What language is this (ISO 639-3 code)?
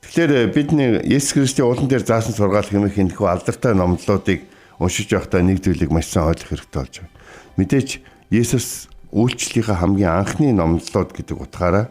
mon